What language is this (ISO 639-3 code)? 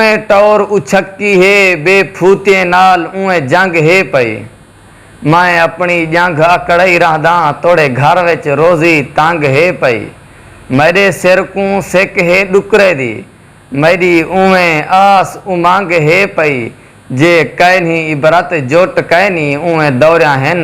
skr